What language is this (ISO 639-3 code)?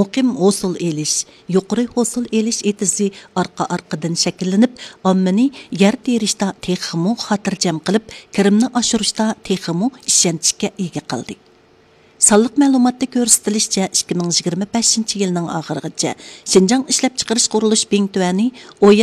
uig